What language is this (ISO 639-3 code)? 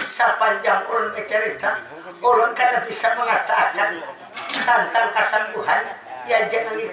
bjn